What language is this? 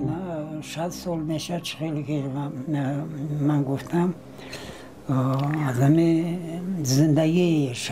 Tajik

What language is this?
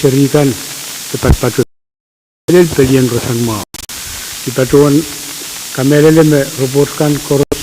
Pohnpeian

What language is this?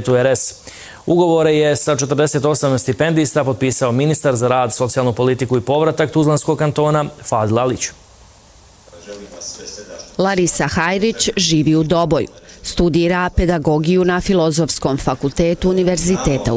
Bosnian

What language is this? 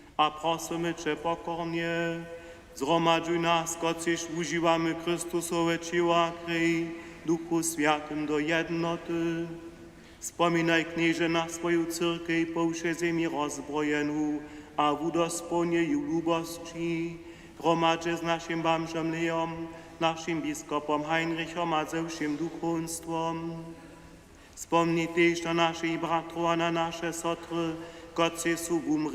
Upper Sorbian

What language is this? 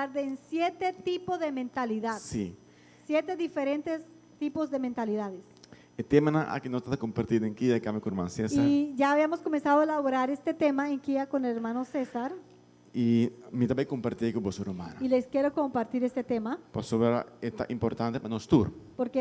Papiamento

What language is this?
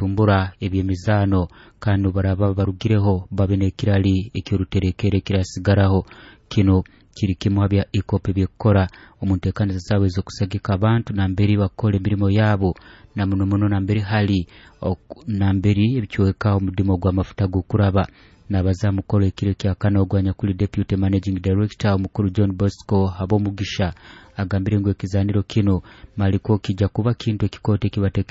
Nyoro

